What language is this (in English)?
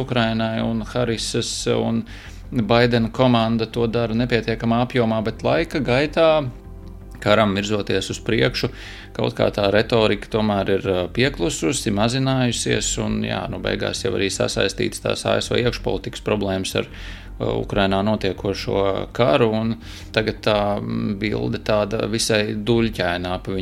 Latvian